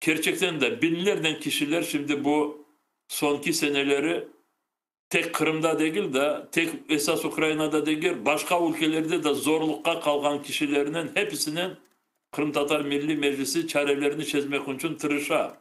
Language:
Crimean Tatar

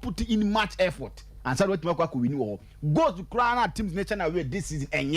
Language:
Akan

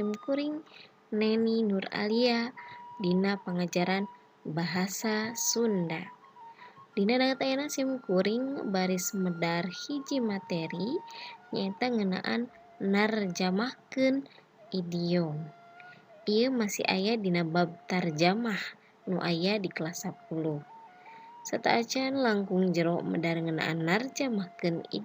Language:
Sundanese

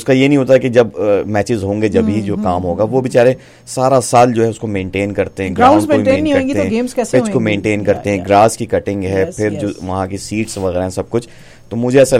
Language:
Hindi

